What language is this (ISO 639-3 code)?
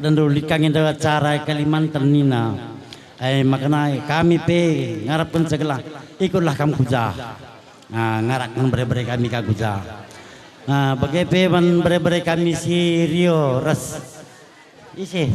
btx